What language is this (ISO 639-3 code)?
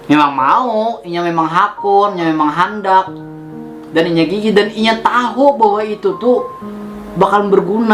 bjn